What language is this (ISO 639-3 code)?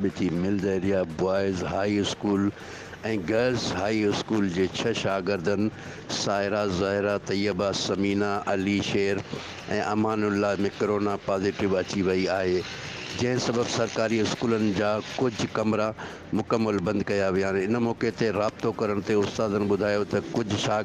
snd